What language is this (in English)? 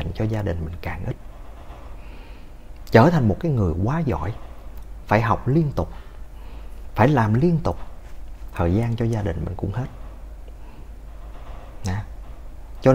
Vietnamese